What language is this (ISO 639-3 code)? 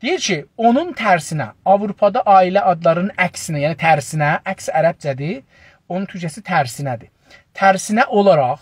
azb